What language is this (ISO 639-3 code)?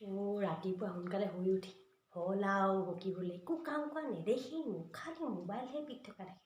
asm